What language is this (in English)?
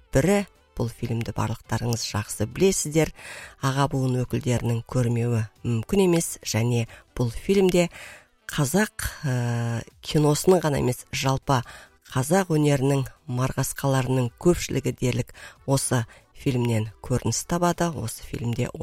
Kazakh